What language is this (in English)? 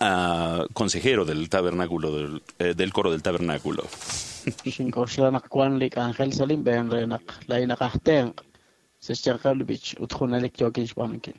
Kekchí